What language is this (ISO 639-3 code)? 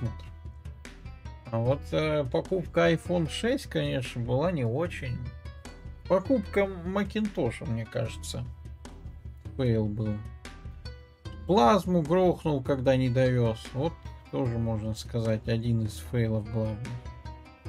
rus